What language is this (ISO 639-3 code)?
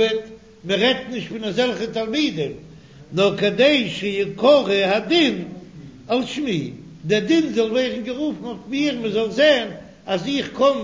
yid